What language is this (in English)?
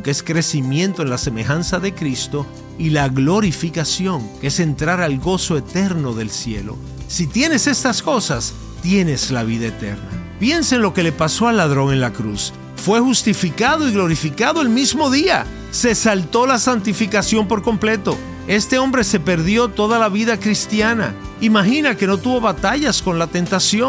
Spanish